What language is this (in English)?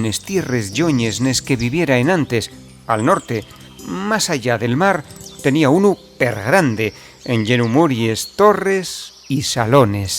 Asturian